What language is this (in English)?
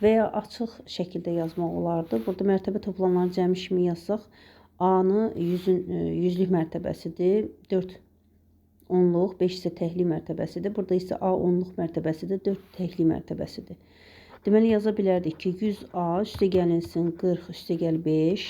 Azerbaijani